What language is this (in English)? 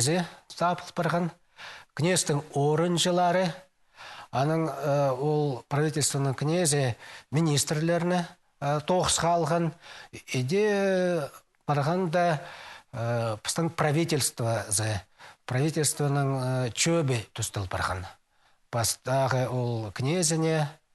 Khakas